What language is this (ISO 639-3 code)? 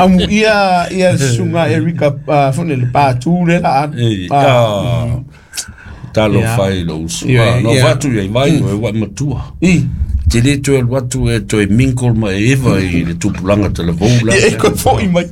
smo